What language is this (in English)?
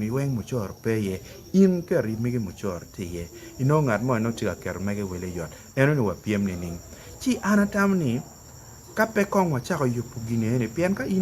Acoli